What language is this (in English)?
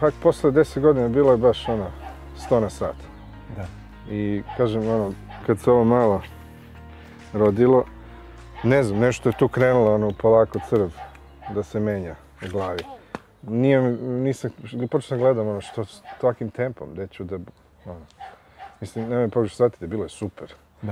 Serbian